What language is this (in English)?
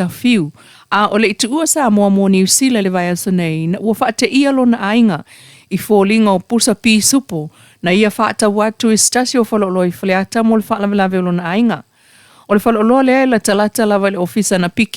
Samoan